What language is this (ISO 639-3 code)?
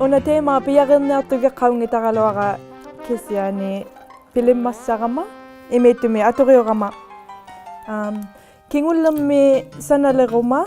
iku